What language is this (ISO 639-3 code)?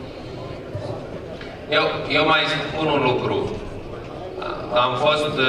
ron